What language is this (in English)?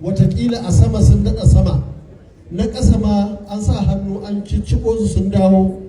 Hausa